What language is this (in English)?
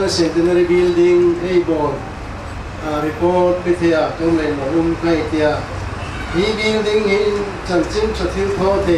Hmar